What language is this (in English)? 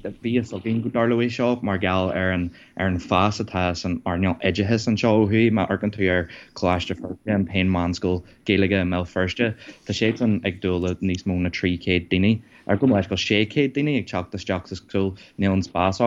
Irish